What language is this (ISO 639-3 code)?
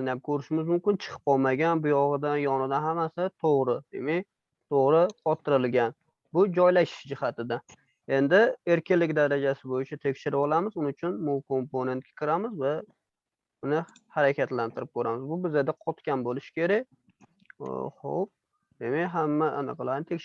uzb